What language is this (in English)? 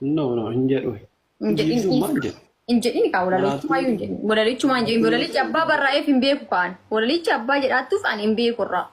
Oromo